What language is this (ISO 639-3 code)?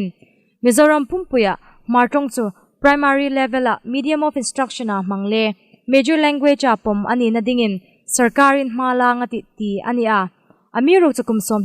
hmr